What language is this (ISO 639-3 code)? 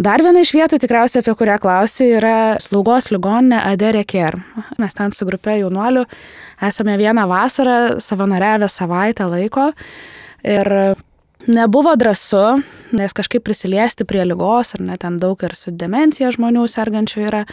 lit